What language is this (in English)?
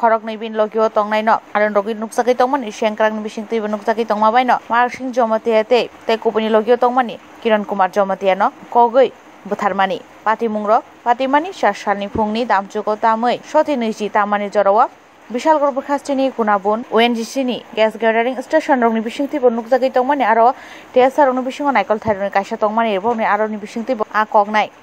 Kok Borok